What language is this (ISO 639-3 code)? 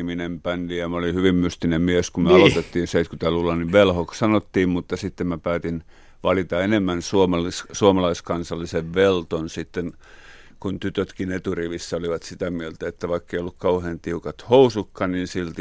fin